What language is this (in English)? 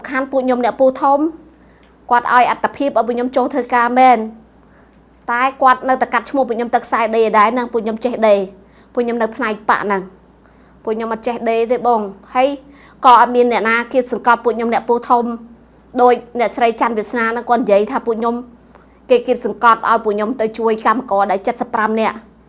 Khmer